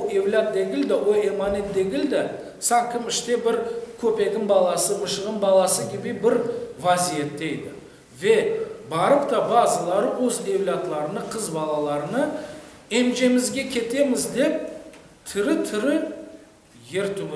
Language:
Crimean Tatar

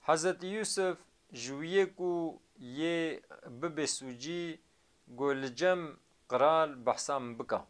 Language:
Kurdish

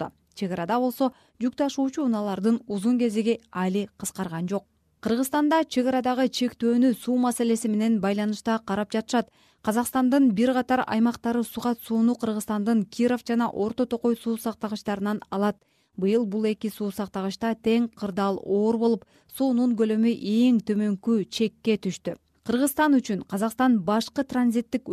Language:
Kyrgyz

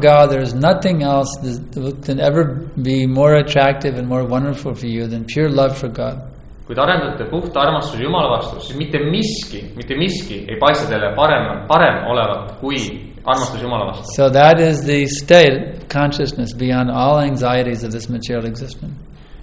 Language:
Estonian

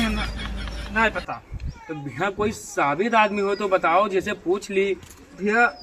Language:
Awadhi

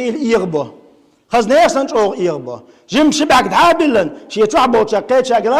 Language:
Chechen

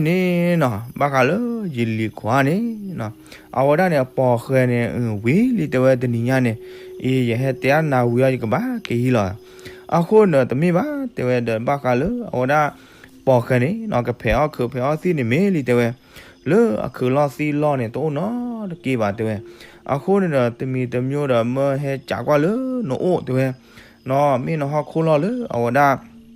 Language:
S'gaw Karen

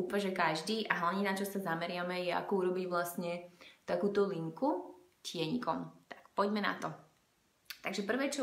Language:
Slovak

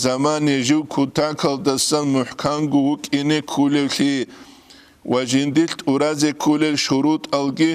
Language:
Avaric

